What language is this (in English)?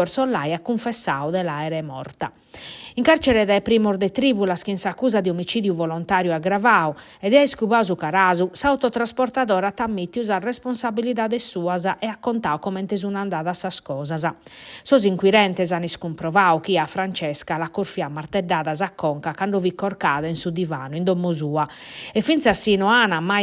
Sardinian